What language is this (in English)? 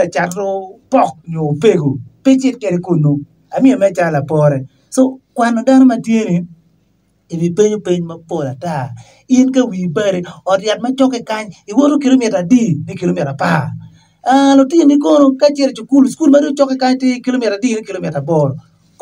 Acoli